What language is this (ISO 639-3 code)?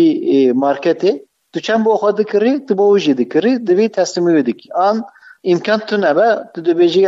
kur